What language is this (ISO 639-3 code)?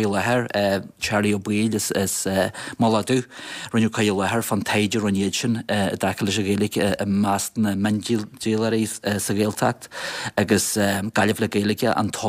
gle